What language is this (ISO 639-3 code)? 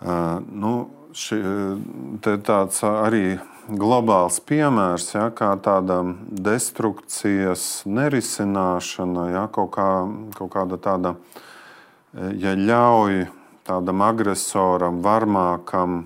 lav